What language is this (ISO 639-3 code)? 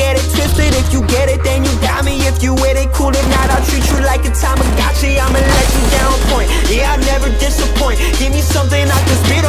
eng